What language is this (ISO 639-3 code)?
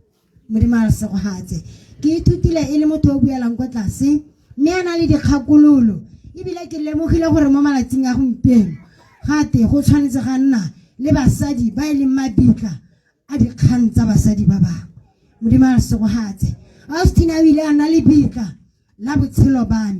tsn